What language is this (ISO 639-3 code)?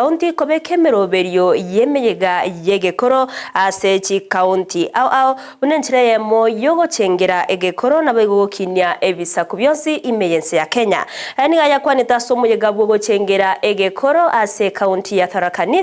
guz